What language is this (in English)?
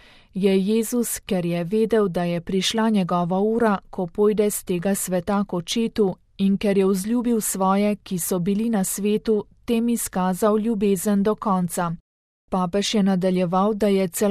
Slovenian